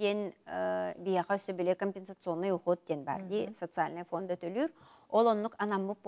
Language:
Yakut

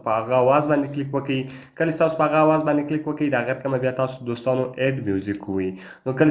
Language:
Pashto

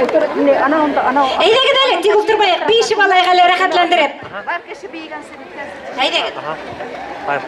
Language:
Bashkir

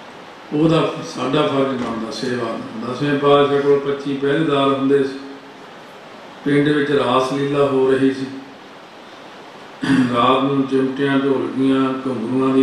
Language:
Punjabi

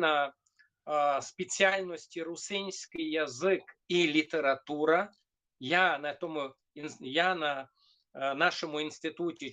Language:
Rusyn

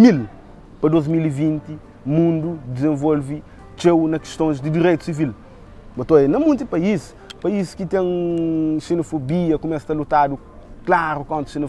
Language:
Kabuverdianu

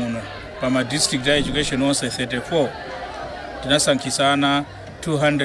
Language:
Nyanja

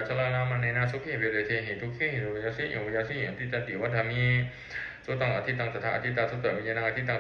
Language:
Pali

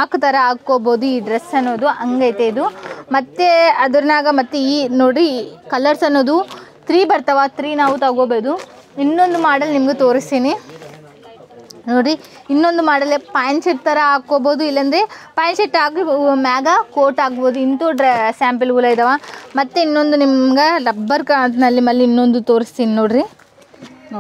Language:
Kannada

